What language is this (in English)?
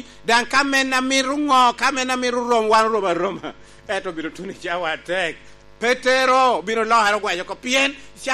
Lango (Uganda)